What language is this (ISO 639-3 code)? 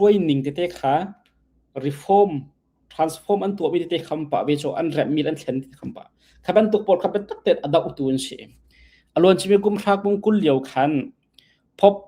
cnh